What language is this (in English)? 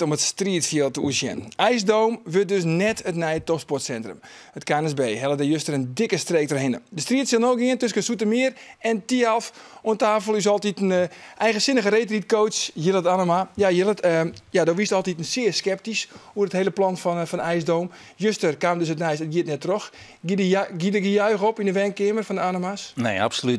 Western Frisian